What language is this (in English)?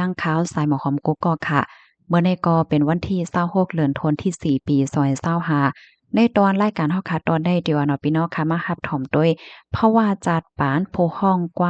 Shan